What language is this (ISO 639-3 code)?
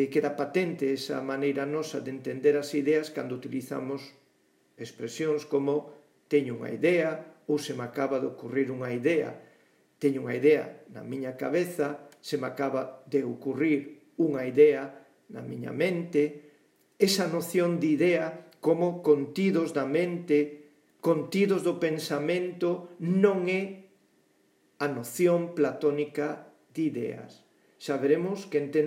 glg